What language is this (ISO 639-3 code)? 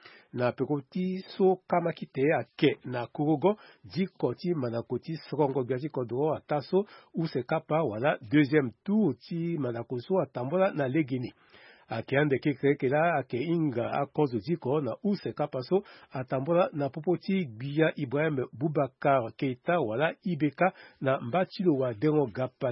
sag